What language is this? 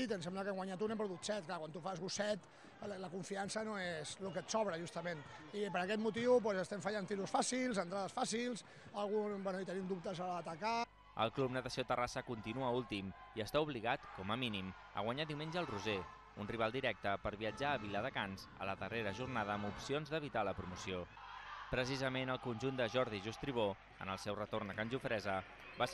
Catalan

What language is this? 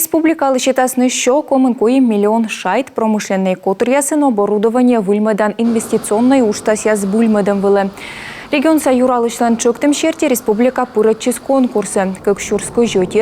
Komi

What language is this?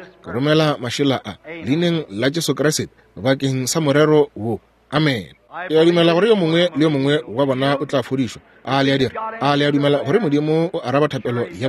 Northern Sotho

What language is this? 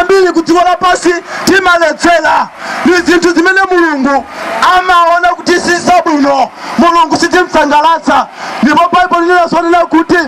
Nyanja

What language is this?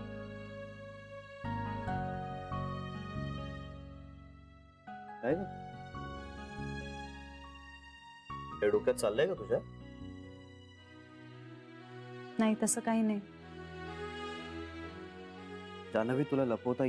Marathi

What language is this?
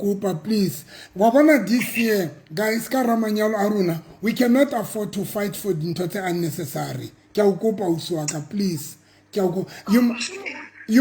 Southern Sotho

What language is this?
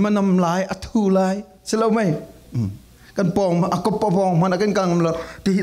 Falam Chin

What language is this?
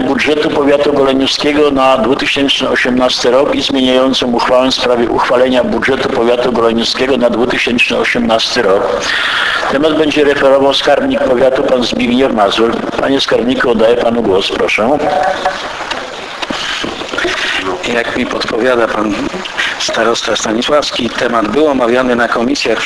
Polish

